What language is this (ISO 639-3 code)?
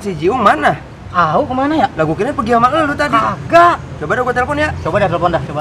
bew